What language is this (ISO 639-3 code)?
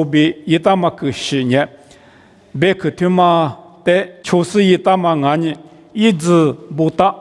lis